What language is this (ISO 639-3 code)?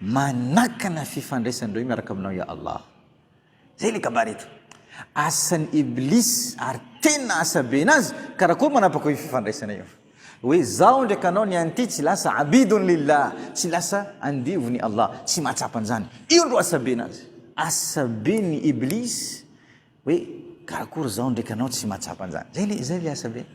mlg